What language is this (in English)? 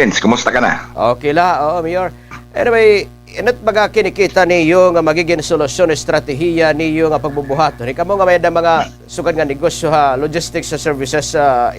Waray